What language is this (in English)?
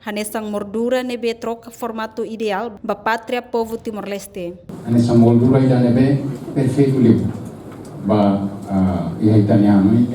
Tetum